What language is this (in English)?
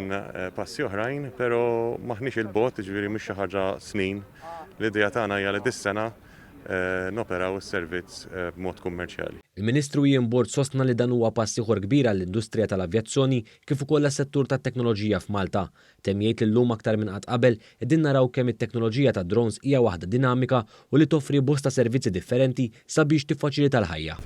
Maltese